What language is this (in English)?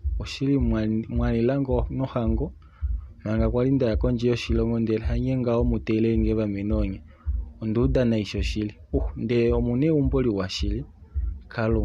Kuanyama